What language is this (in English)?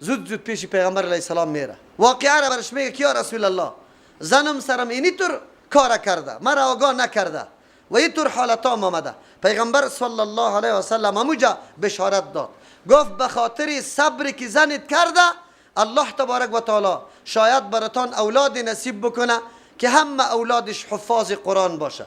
Persian